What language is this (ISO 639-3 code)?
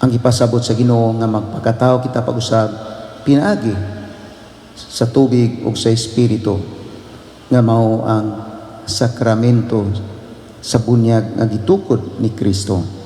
ceb